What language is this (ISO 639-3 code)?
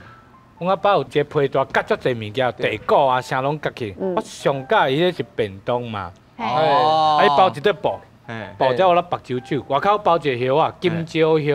nan